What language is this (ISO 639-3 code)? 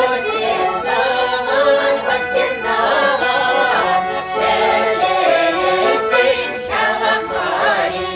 chv